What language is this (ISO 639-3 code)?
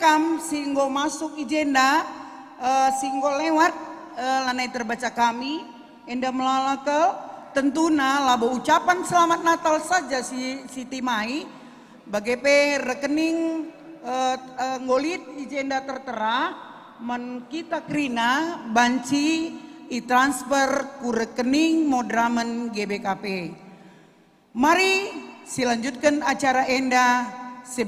btx